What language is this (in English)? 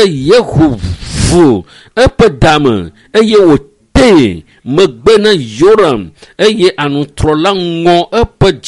Ewe